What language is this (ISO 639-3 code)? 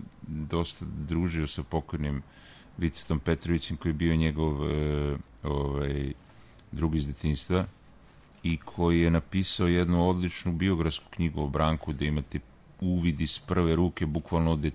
srp